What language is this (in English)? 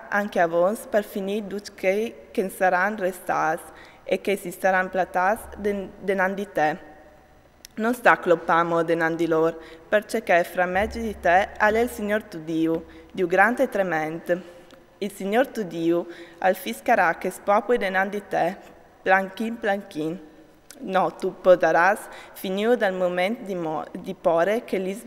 Friulian